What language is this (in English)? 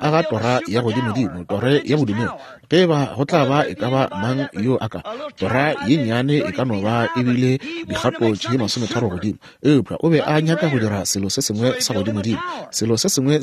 Northern Sotho